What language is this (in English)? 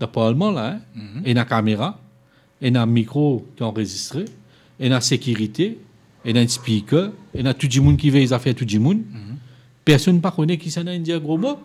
Morisyen